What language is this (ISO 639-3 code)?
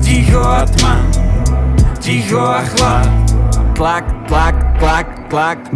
slk